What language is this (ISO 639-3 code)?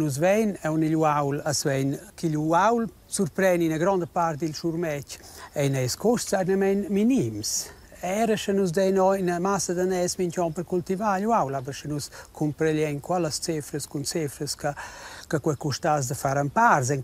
roh